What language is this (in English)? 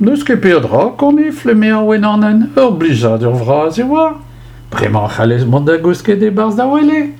Breton